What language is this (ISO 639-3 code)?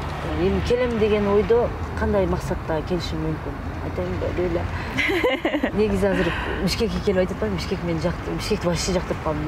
kir